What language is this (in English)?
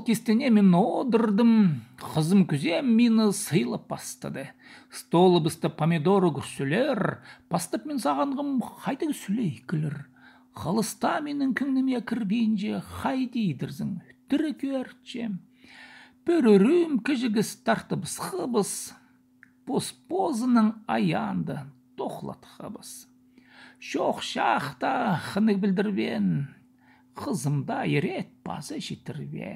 Khakas